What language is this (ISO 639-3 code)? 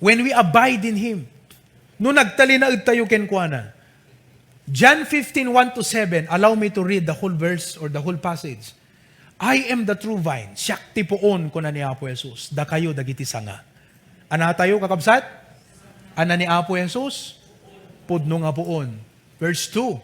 ilo